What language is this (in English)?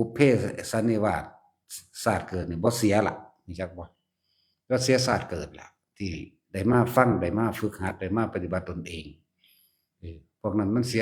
Northeastern Thai